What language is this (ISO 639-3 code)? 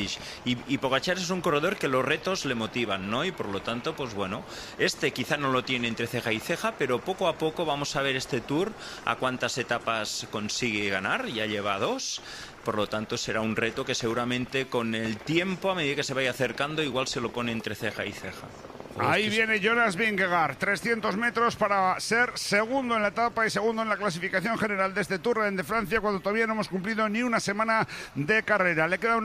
spa